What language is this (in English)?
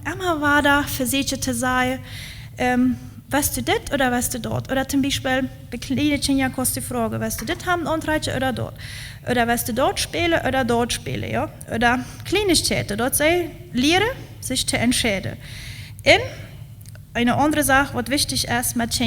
Plautdietsch